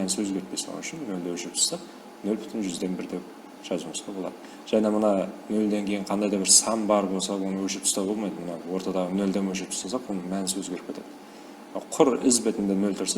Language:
Kara-Kalpak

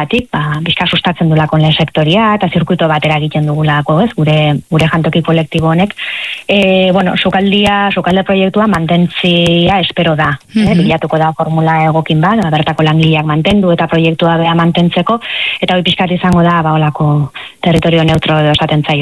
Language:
Basque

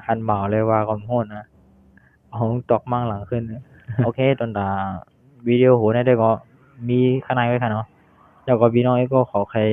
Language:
Shan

